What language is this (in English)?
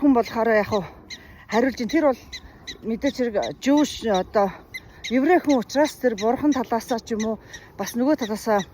Mongolian